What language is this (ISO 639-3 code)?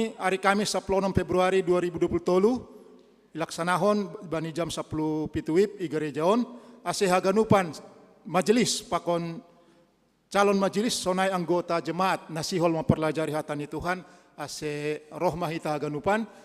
bts